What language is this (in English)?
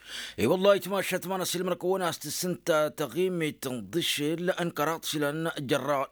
Tamasheq